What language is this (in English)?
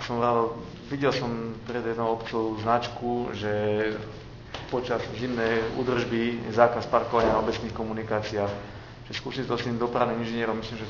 Slovak